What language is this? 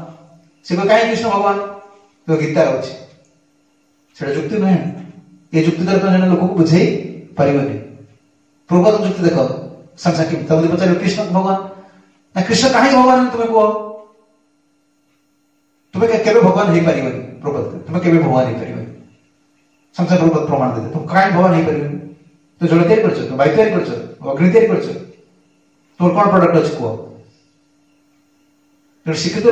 Odia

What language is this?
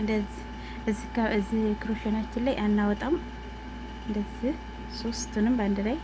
Amharic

